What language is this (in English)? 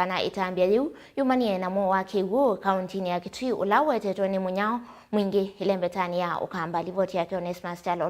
Kamba